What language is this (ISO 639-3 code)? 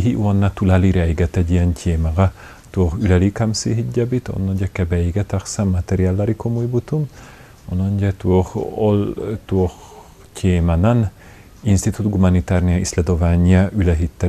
sah